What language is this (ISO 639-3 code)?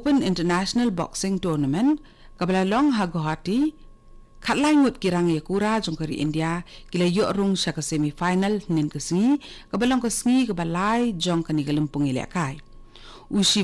kha